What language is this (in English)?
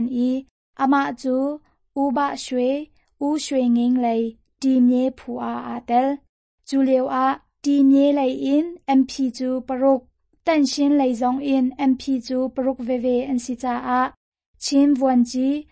Hakha Chin